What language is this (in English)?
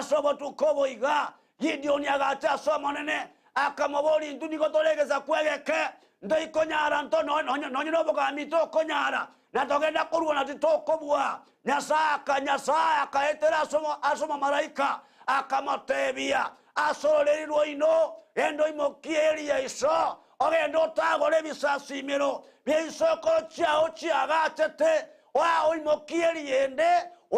Gusii